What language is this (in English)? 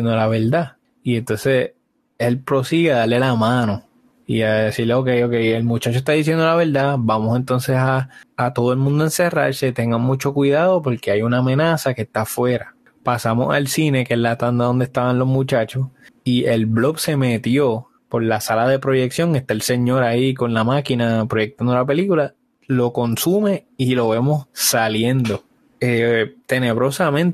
Spanish